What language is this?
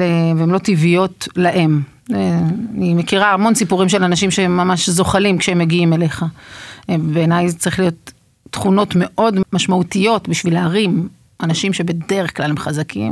Hebrew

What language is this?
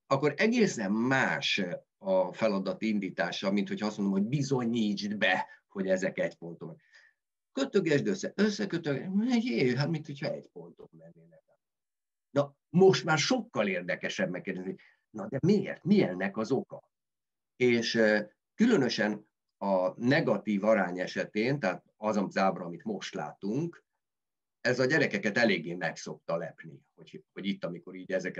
Hungarian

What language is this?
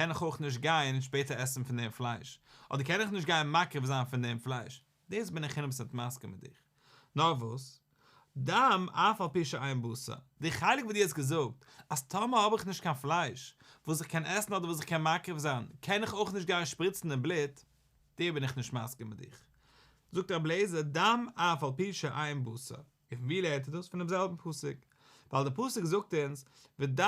Yiddish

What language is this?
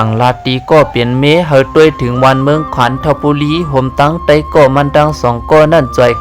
Lao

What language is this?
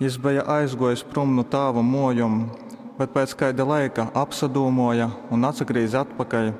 Latgalian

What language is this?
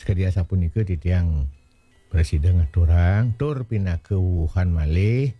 Balinese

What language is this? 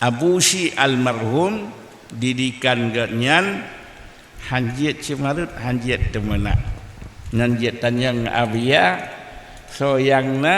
Achinese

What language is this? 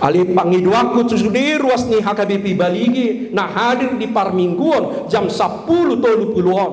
Batak Toba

